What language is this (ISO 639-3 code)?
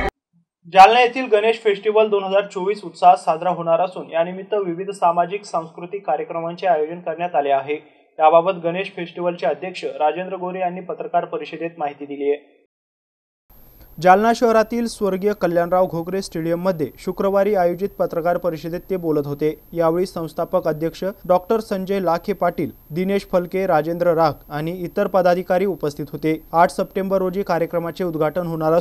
mar